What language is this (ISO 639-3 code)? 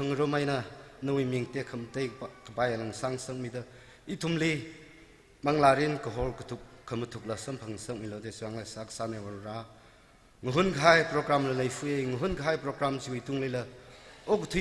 nmf